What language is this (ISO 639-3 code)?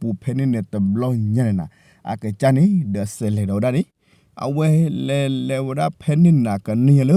ksw